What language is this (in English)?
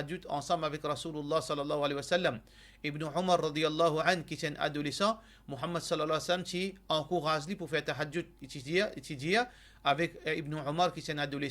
Morisyen